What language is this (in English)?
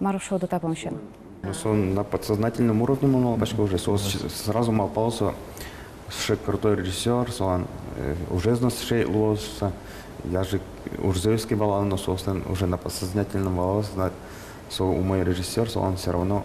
Udmurt